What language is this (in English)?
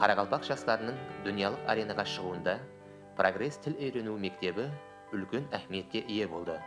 Kara-Kalpak